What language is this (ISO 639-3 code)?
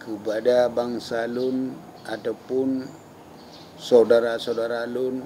ace